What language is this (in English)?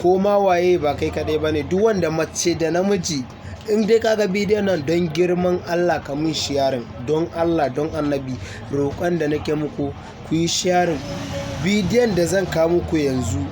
Hausa